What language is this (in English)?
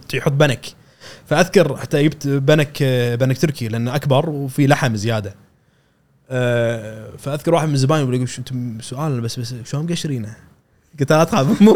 Gulf Arabic